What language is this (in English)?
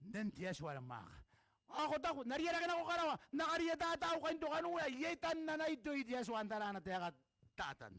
Gilbertese